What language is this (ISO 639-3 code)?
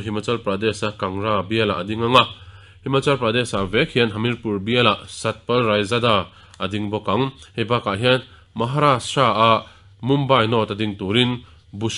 lus